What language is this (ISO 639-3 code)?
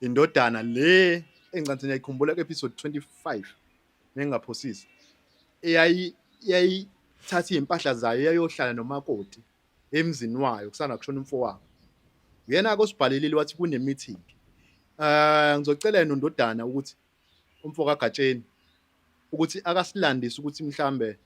zul